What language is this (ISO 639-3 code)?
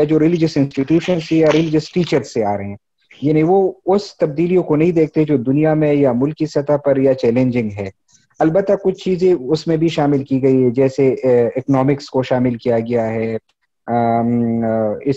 urd